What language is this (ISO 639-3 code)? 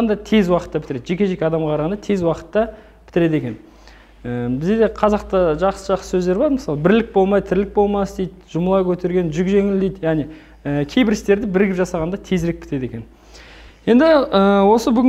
kaz